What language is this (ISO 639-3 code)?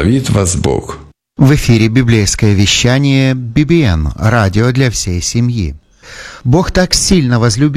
rus